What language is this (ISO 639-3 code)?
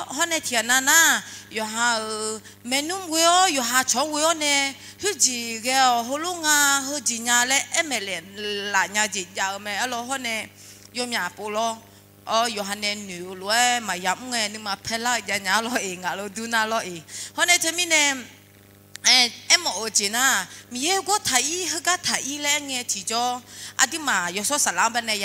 ahk